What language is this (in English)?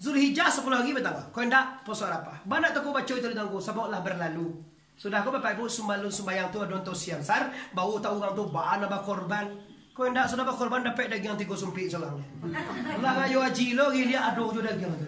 Minangkabau